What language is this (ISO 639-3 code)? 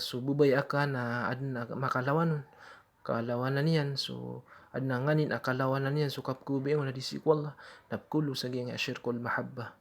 mrw